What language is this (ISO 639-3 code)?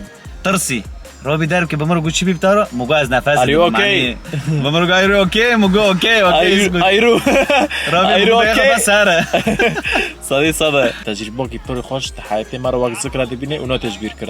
kur